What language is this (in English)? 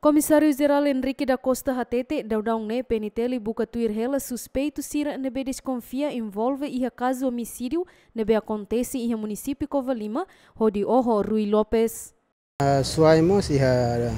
Tetum